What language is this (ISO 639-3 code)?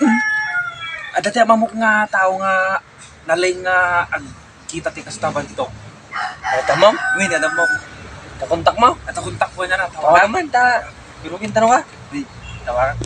ilo